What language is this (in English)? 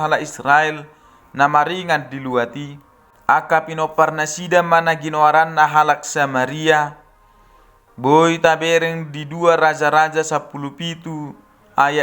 Batak Toba